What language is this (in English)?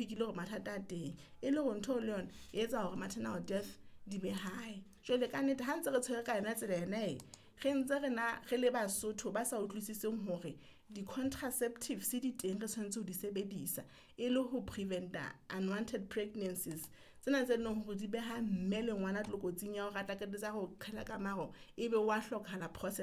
Southern Sotho